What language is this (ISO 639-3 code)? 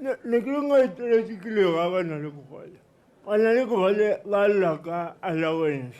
tsn